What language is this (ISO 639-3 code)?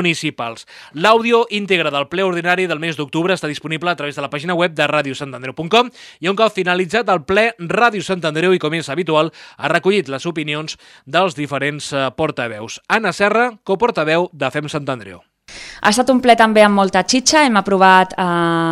cat